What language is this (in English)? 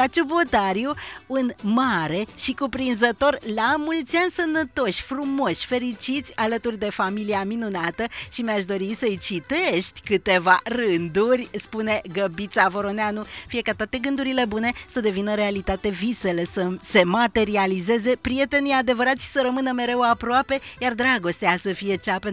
Romanian